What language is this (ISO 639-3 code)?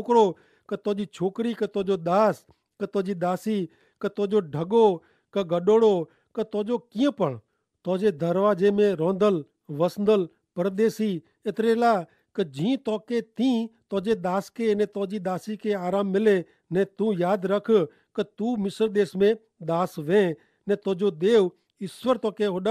kfr